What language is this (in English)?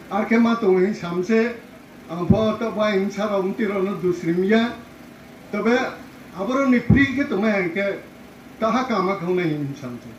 Riang (India)